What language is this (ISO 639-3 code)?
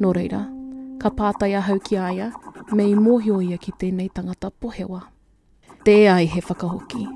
mri